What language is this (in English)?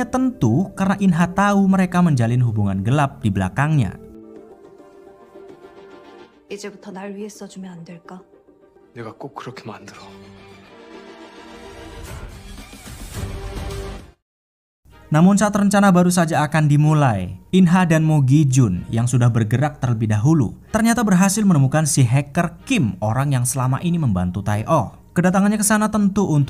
Indonesian